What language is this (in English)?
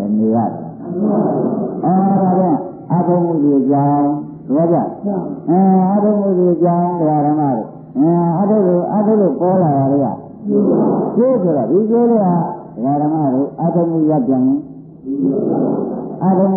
Burmese